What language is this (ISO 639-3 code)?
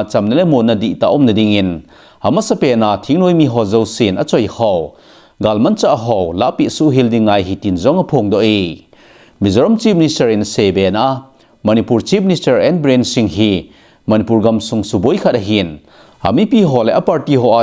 tcz